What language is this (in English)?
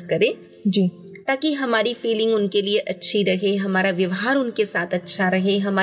Hindi